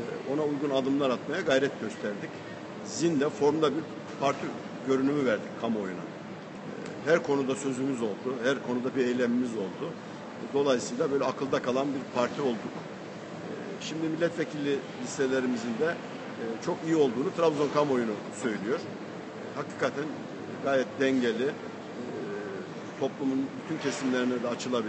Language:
Turkish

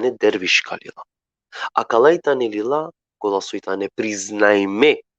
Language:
Balkan Romani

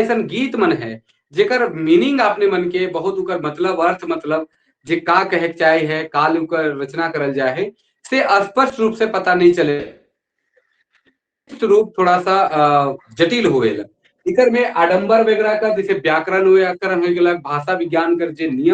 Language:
Sadri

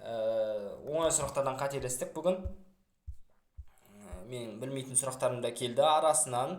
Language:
Kazakh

